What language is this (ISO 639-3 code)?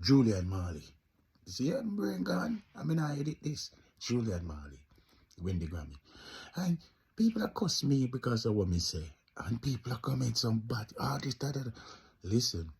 jam